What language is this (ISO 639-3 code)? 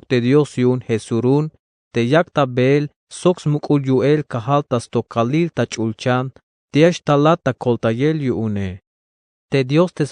tzh